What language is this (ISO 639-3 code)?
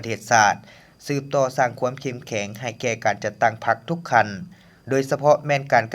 lao